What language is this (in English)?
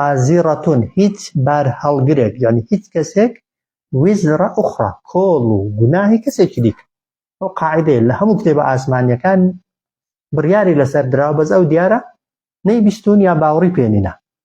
Central Kurdish